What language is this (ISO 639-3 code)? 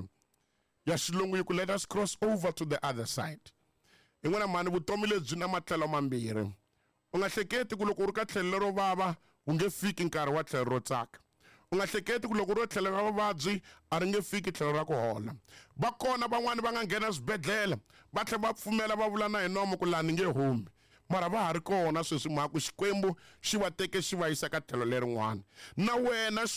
tso